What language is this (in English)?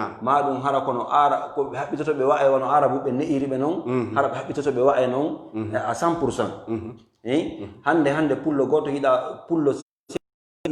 Fula